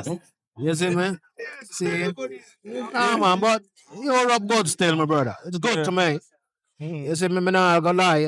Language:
Jamaican Creole English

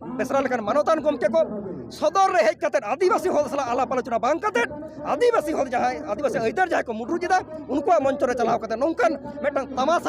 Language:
Santali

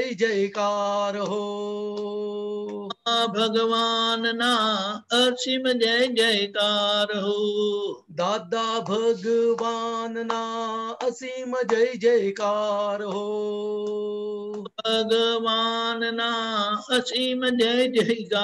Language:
Gujarati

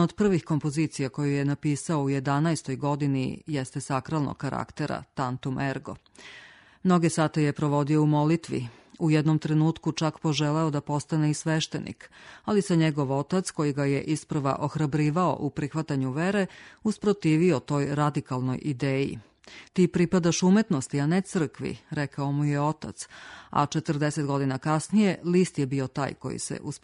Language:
Serbian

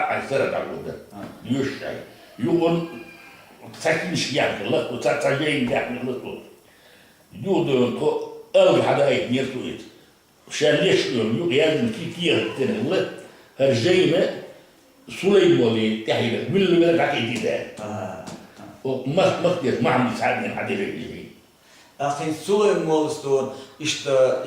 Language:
Chechen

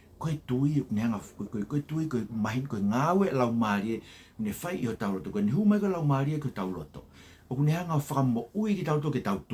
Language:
Tongan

